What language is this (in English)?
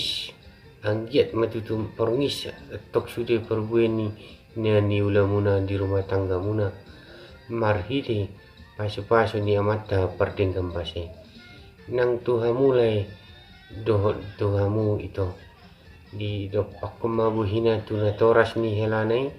Batak Toba